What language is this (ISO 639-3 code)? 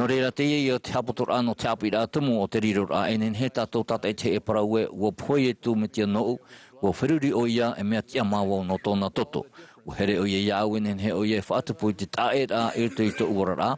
tah